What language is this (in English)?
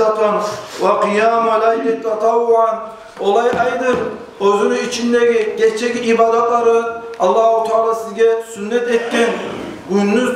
Kumyk